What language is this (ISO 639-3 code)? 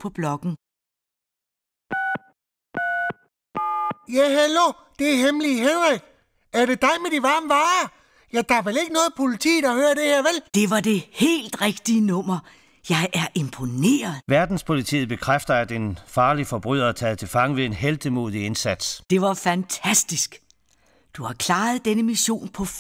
dan